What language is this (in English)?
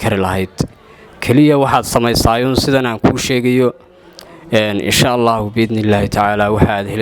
Somali